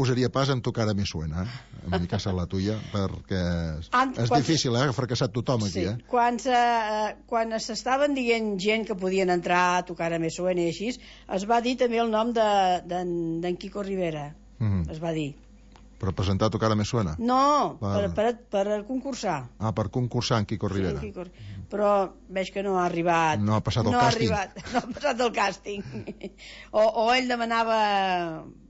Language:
Catalan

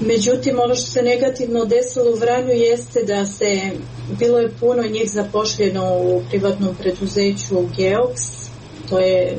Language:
Serbian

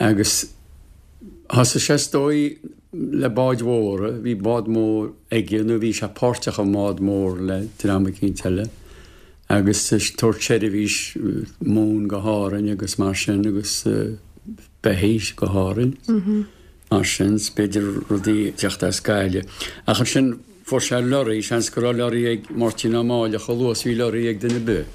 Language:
Irish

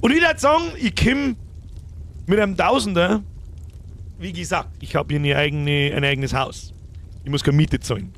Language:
Bavarian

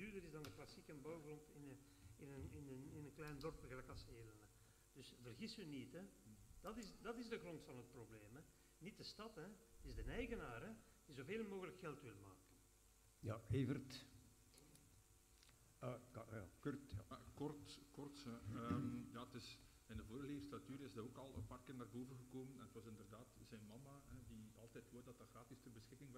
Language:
Dutch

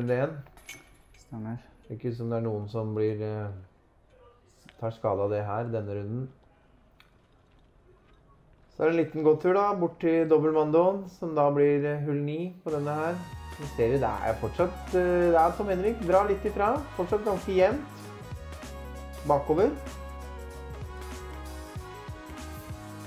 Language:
Norwegian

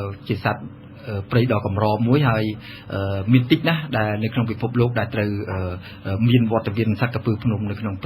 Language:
Khmer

